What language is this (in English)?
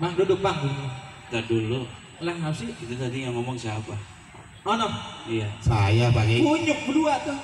Betawi